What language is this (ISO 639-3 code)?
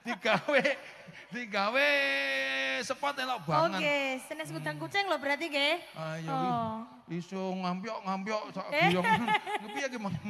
jav